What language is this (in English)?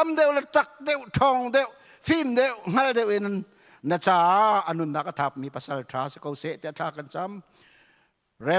Hakha Chin